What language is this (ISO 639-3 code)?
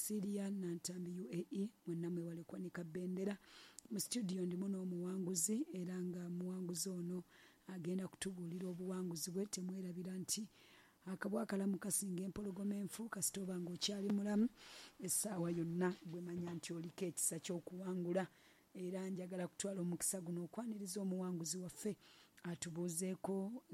lug